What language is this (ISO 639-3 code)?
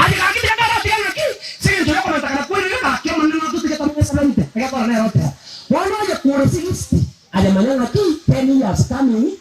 guz